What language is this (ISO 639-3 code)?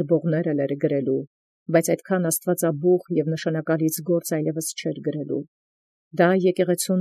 hye